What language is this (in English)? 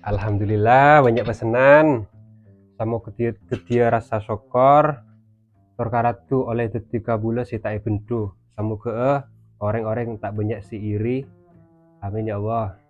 Madurese